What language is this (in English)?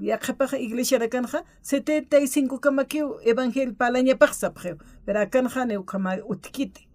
Aymara